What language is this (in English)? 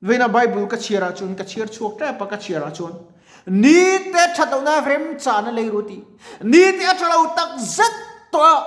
Mizo